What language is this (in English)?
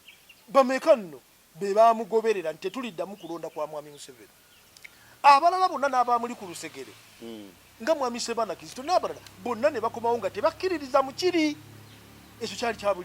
Ganda